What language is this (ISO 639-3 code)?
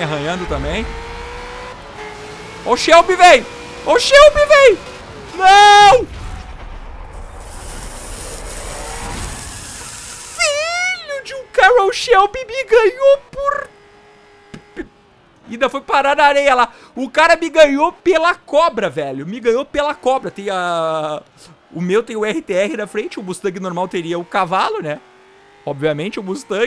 por